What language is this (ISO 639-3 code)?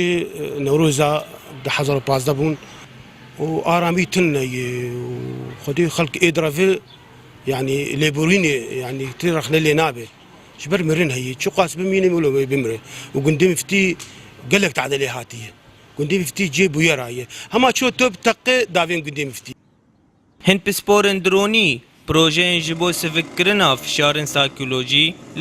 kur